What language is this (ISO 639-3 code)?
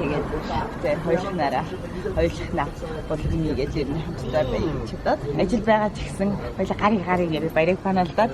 mon